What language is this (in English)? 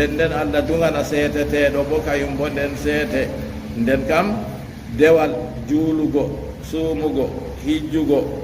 Fula